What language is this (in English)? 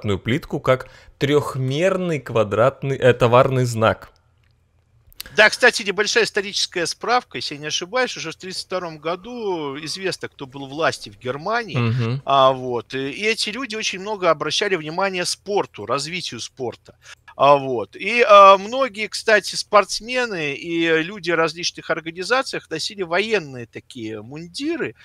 Russian